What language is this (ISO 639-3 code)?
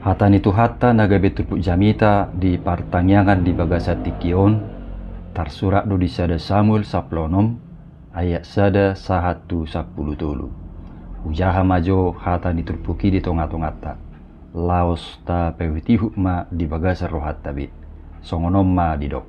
bbc